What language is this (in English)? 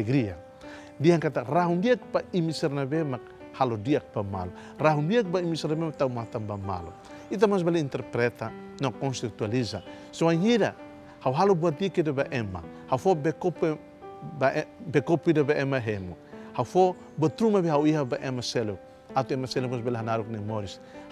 Tetum